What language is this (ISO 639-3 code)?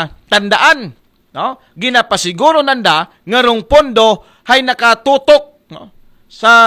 akl